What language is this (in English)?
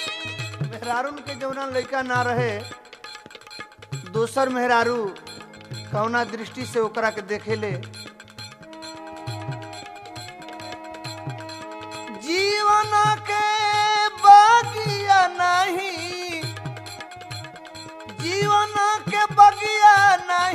Bhojpuri